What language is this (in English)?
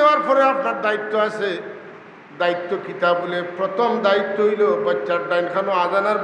Sylheti